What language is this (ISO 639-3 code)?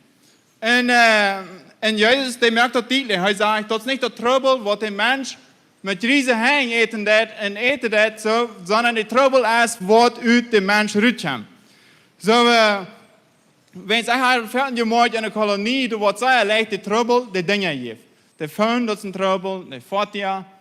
pdt